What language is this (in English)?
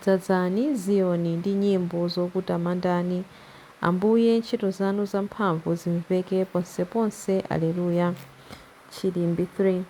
Nyanja